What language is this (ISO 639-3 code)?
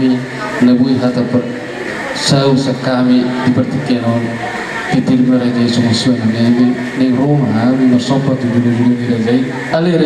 bbc